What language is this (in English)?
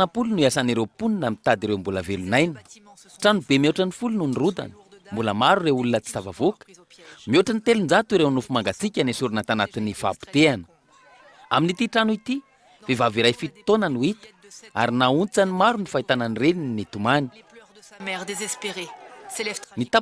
Malagasy